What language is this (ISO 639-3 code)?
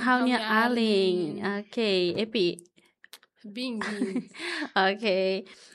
tet